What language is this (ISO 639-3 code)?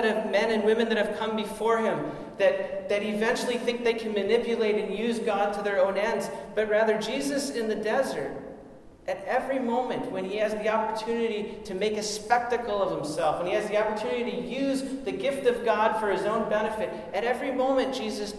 eng